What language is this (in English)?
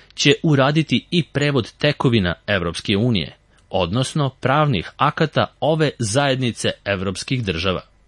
Serbian